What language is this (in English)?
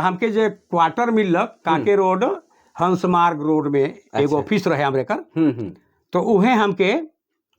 Sadri